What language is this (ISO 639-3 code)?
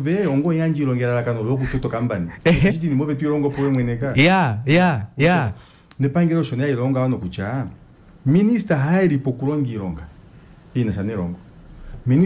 kua